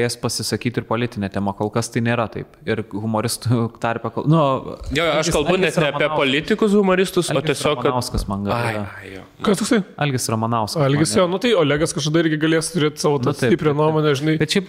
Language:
Lithuanian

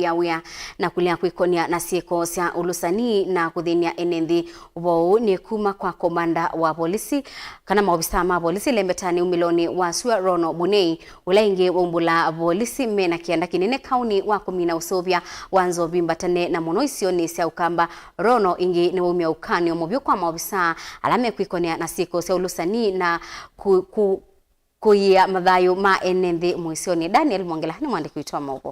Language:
Kamba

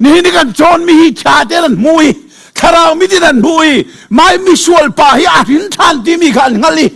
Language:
Hakha Chin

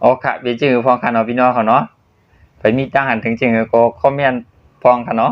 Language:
Shan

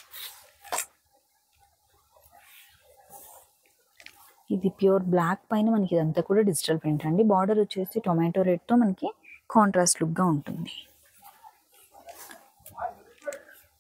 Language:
Telugu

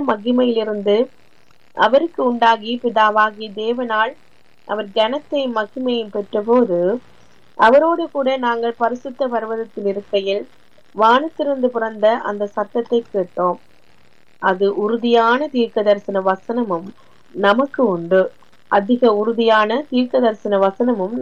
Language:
Tamil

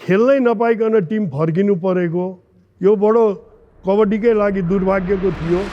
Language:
Nepali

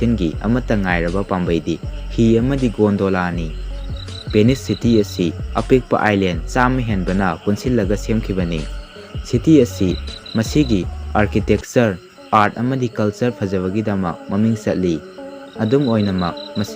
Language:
Manipuri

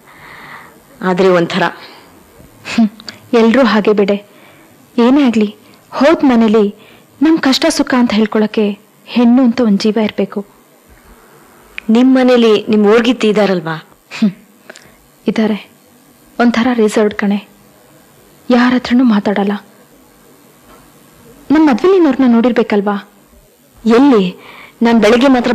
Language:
Kannada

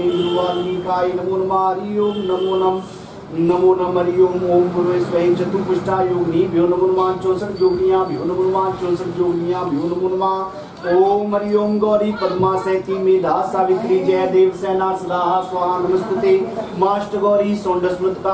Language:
Hindi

